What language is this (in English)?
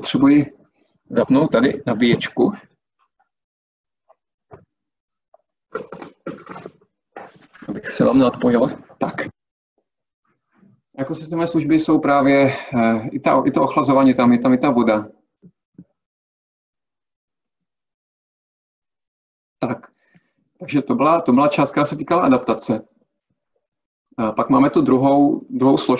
Czech